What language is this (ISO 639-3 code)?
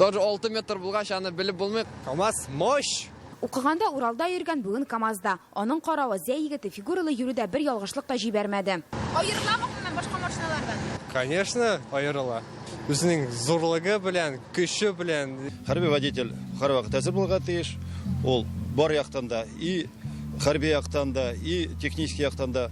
tat